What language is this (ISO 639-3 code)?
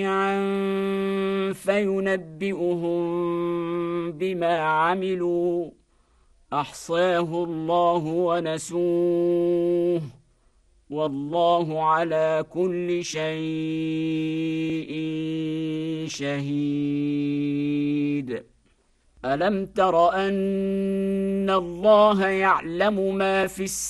ara